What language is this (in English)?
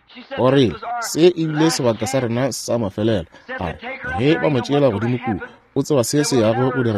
Northern Sotho